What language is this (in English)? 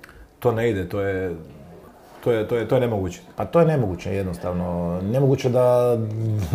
Croatian